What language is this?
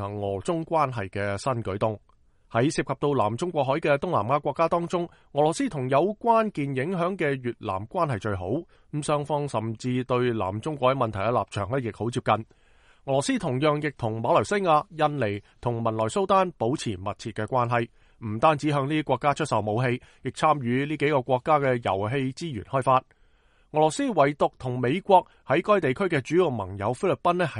Cantonese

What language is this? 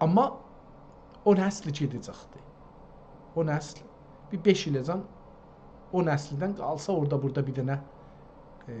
South Azerbaijani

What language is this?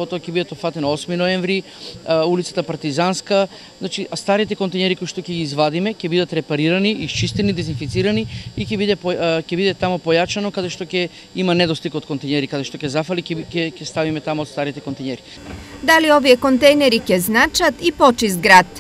Macedonian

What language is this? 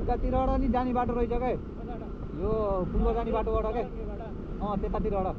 Nepali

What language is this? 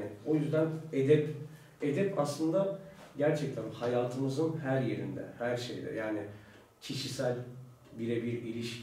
Turkish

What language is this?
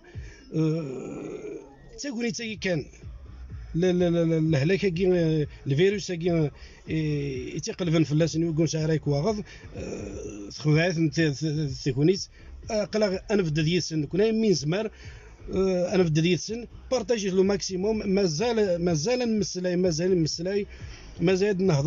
Kabyle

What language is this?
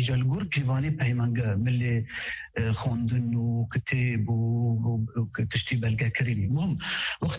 Kurdish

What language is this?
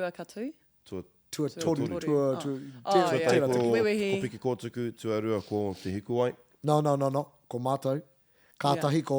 Māori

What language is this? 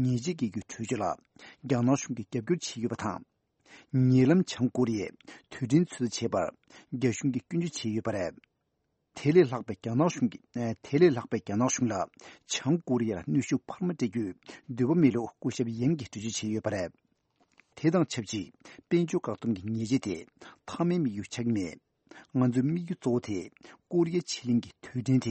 Tibetan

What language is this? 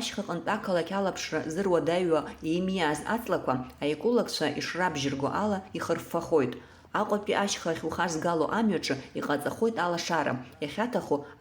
Abkhazian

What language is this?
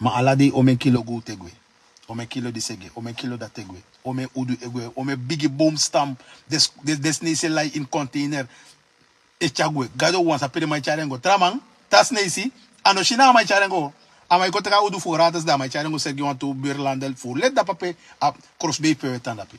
Sranan Tongo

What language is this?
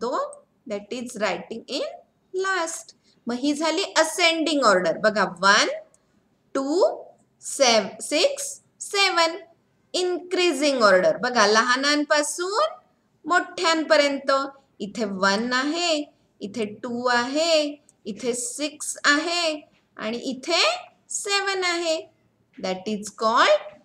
Marathi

